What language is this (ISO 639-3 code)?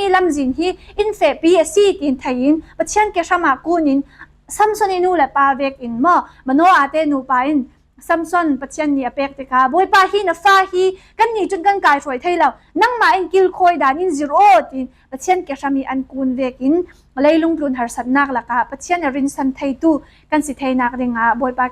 cfm